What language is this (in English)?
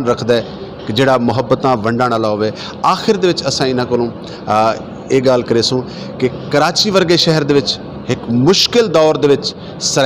Saraiki